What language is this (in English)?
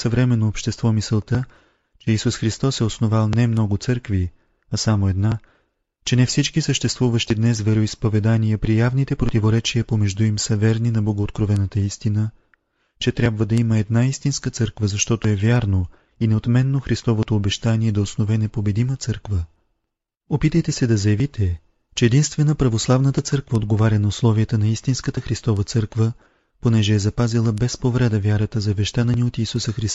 Bulgarian